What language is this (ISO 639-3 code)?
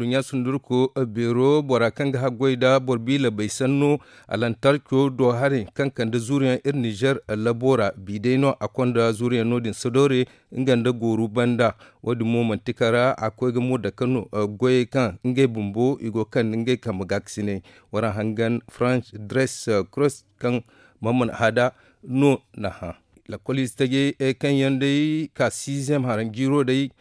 dje